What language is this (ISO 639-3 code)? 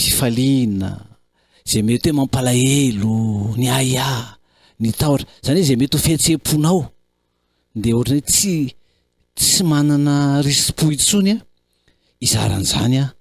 mlg